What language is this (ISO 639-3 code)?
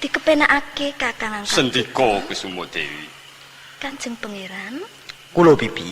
jav